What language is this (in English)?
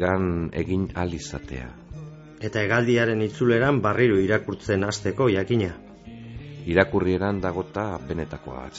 Basque